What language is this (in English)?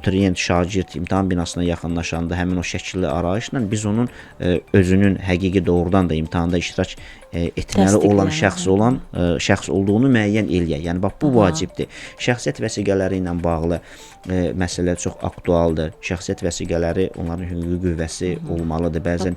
Azerbaijani